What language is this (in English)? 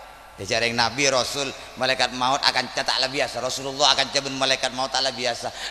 Madurese